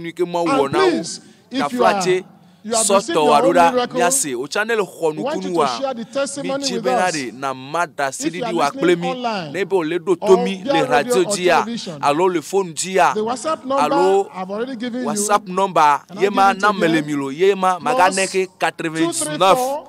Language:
Ewe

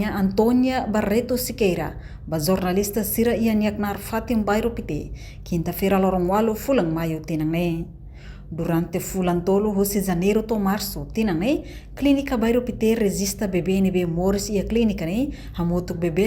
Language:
Tetum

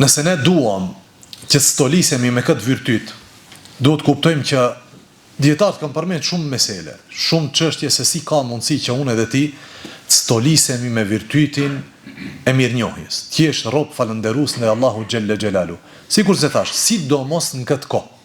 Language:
Albanian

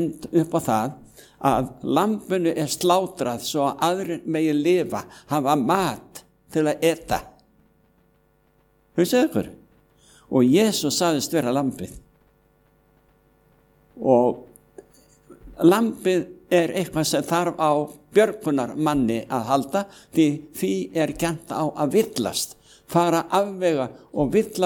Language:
Icelandic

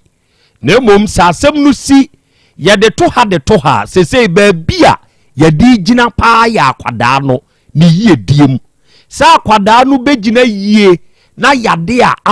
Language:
Akan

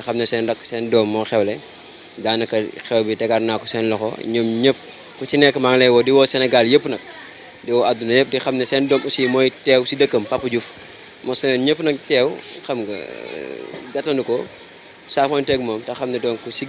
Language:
Wolof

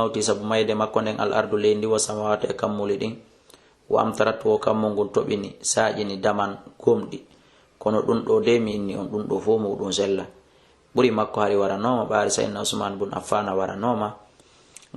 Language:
Fula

